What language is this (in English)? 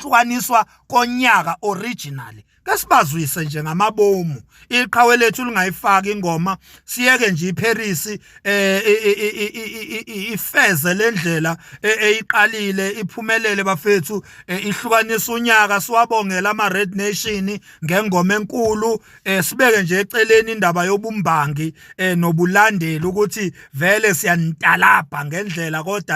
Zulu